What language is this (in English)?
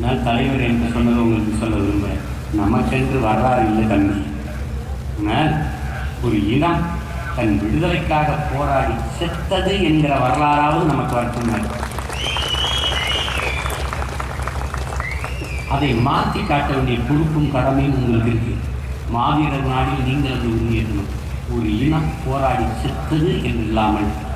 Tamil